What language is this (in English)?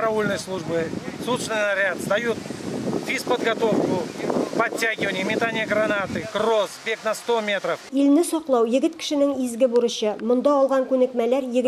Tatar